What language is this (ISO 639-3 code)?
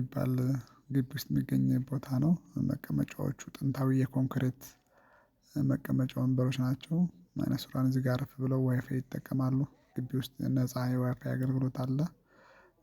amh